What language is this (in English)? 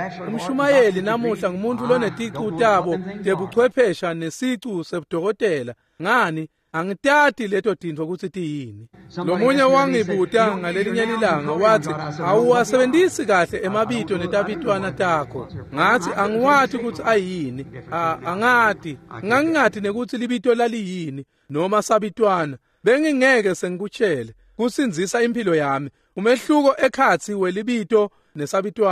Swati